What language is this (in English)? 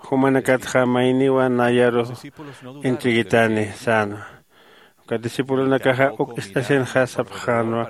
Aymara